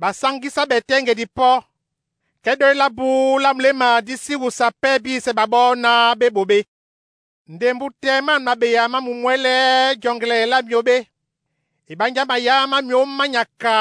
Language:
Duala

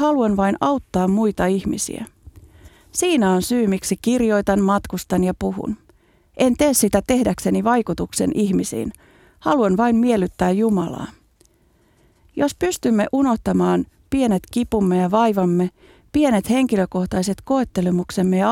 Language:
Finnish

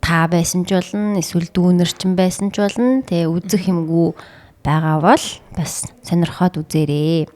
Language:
Mongolian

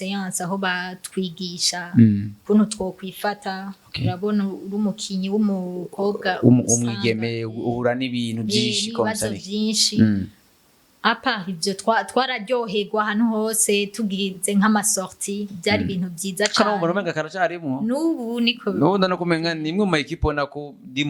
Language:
Rundi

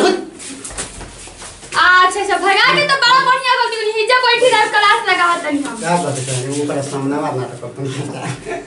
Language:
Bhojpuri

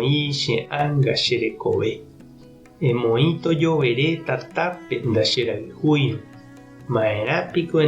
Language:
Guarani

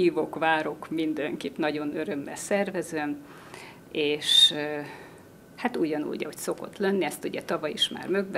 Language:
Hungarian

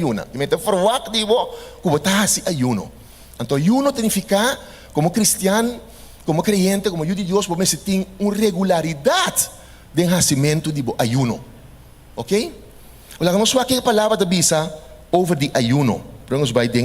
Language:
Papiamento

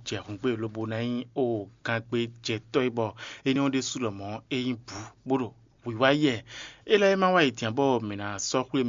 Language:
Fon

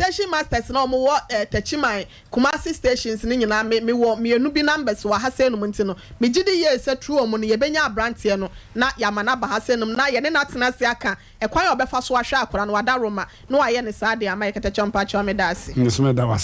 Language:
Akan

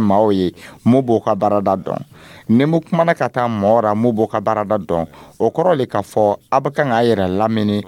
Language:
Dyula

